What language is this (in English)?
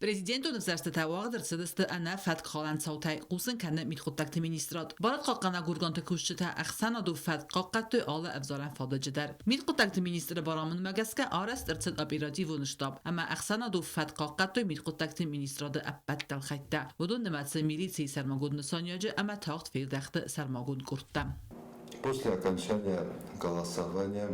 Ossetic